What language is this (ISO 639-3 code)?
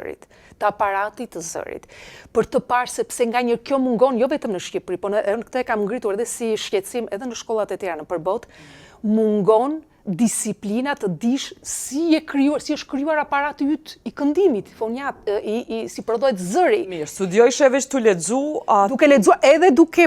sqi